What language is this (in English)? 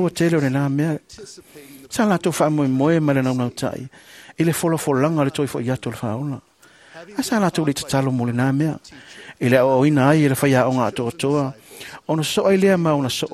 Samoan